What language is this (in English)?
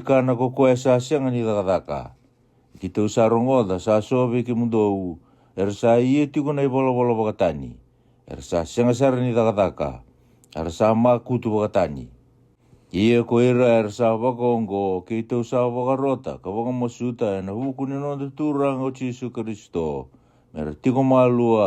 Fijian